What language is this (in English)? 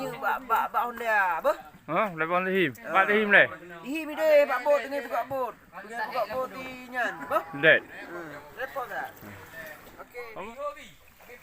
Achinese